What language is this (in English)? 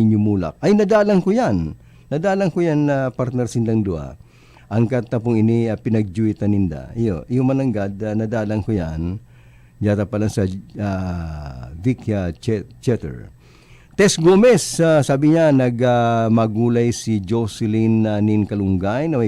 Bikol